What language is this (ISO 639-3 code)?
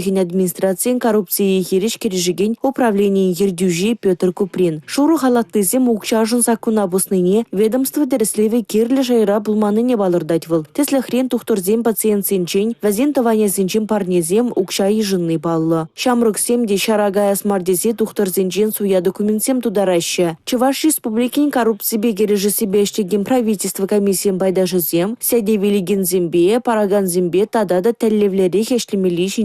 chv